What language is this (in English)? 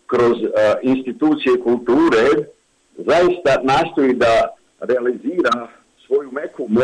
Bosnian